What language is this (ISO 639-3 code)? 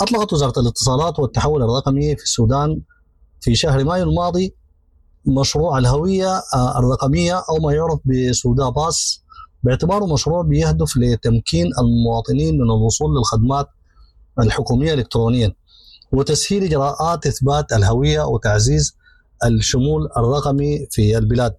apd